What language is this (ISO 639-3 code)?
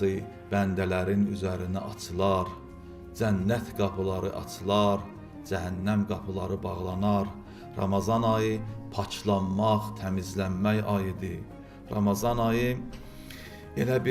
aze